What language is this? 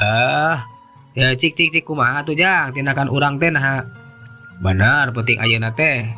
Sundanese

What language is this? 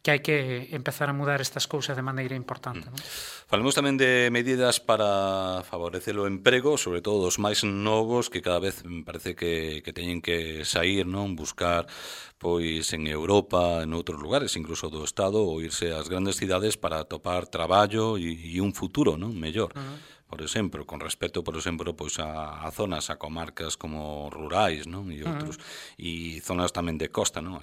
Galician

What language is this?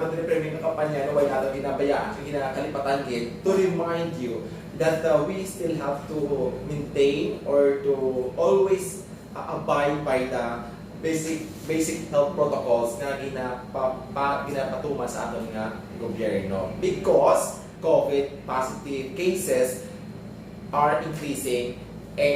Hiligaynon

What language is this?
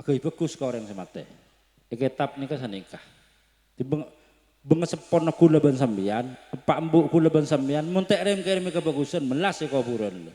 Madurese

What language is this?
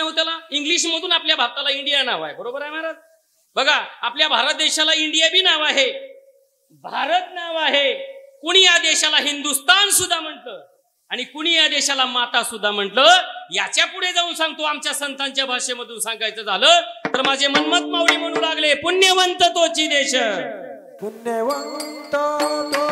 Marathi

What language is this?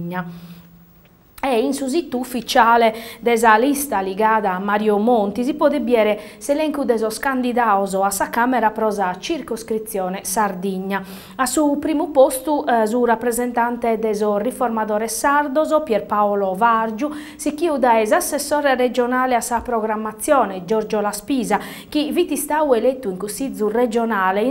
Sardinian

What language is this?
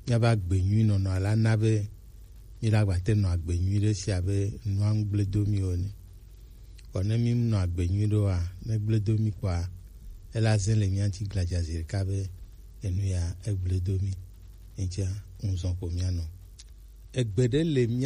Gen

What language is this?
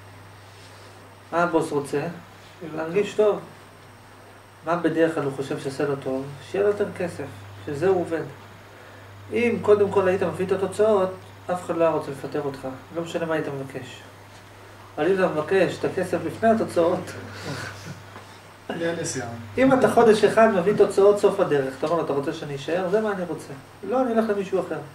Hebrew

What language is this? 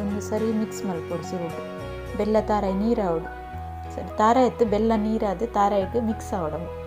Tulu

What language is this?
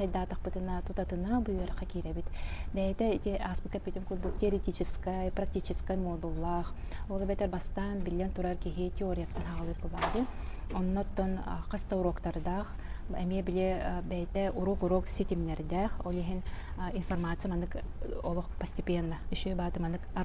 Yakut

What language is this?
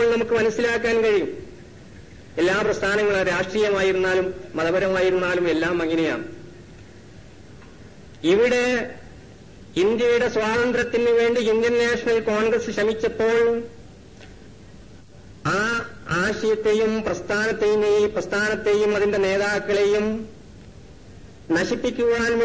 Malayalam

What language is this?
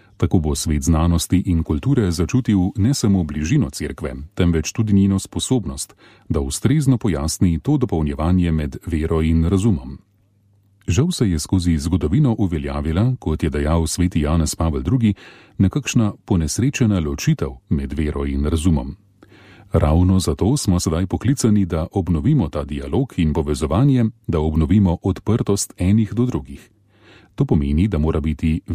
Slovenian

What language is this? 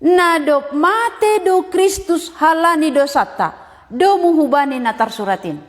Batak Simalungun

